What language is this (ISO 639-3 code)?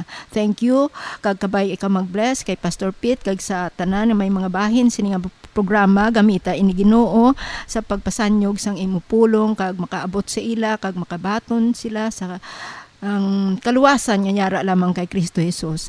hil